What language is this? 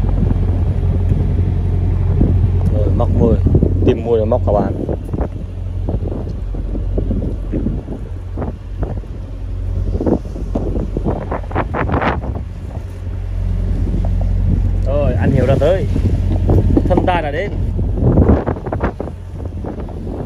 Vietnamese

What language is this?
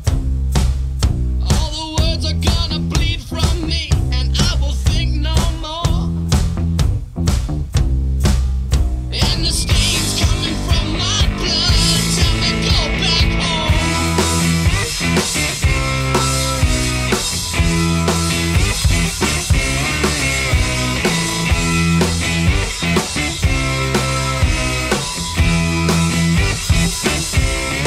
English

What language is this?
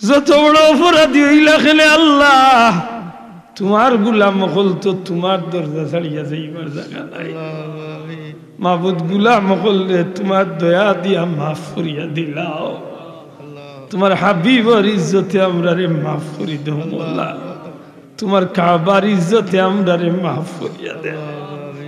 Sylheti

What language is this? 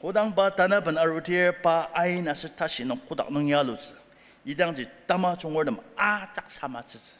Ao Naga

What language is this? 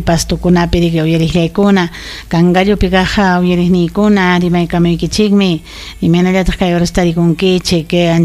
Ayacucho Quechua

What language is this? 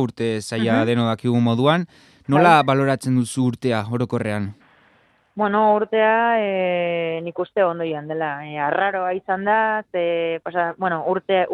Basque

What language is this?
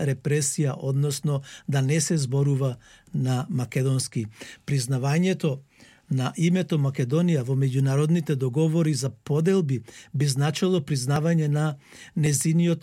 Macedonian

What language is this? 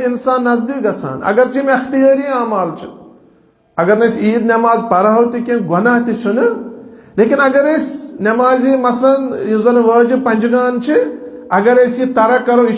Kashmiri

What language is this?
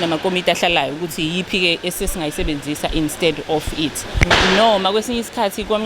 Zulu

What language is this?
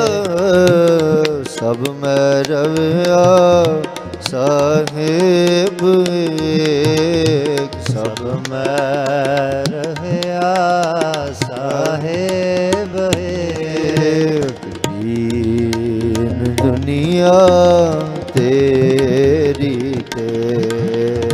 Punjabi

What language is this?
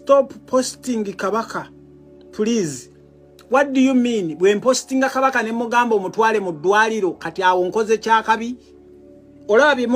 Ganda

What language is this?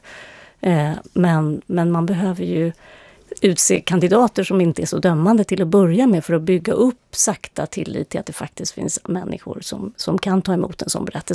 Swedish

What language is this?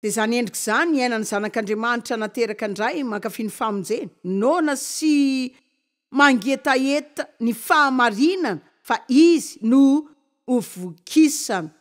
Malagasy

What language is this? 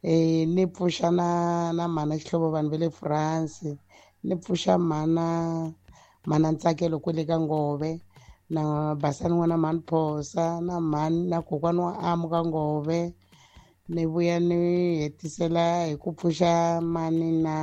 Tsonga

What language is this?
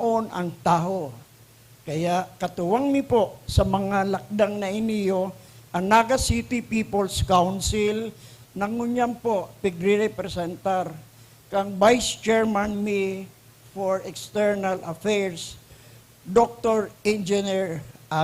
Bikol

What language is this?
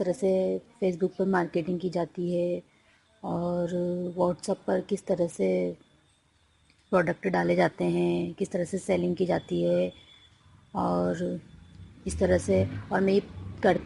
Hindi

